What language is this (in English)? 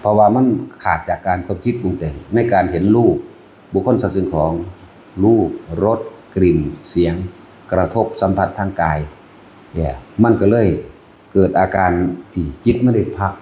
Lao